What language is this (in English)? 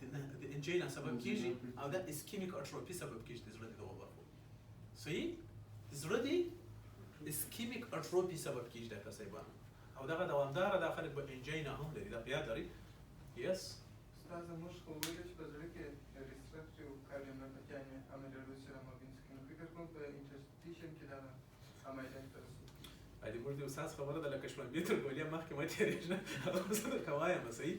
Pashto